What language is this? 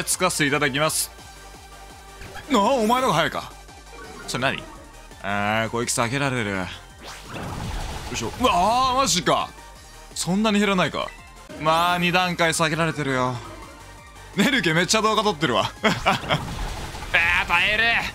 Japanese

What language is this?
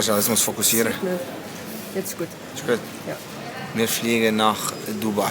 Swiss German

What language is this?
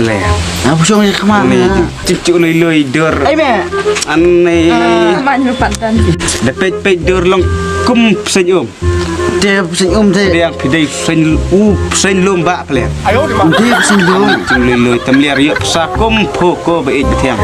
Khasi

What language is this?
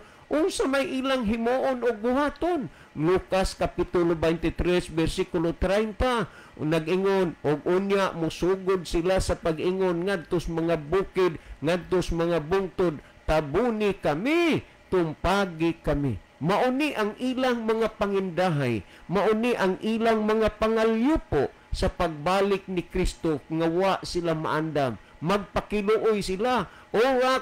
Cebuano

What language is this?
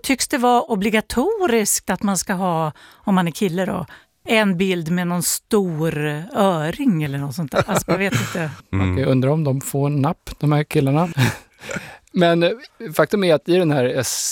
Swedish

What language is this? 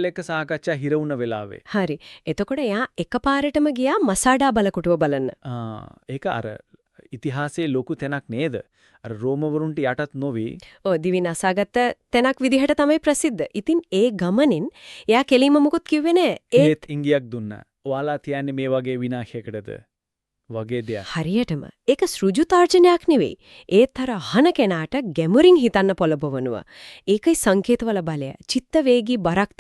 Sinhala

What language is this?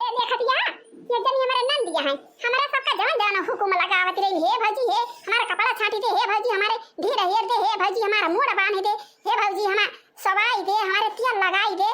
Awadhi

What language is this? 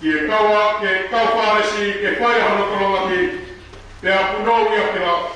Tongan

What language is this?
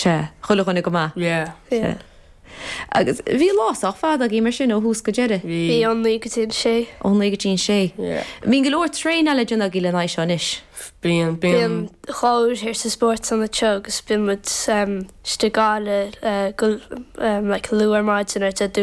Irish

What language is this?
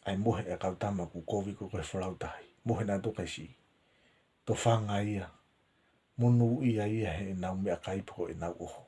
Tongan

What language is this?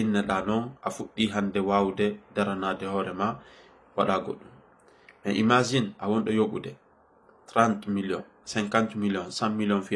Fula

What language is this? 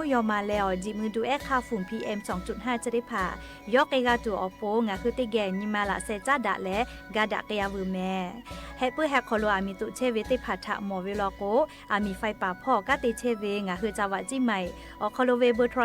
Lahu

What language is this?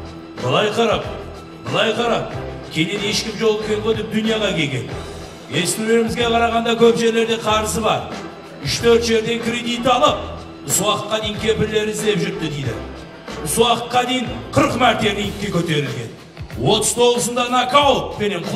Kara-Kalpak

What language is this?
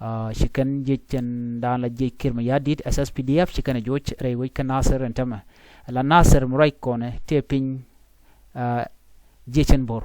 Nuer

